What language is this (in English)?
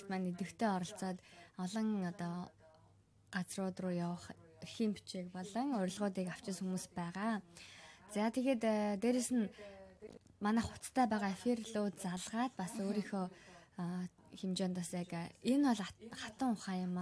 Mongolian